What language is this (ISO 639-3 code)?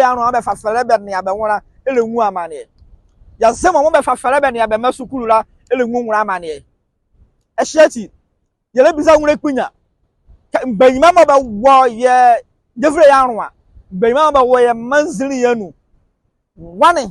nzi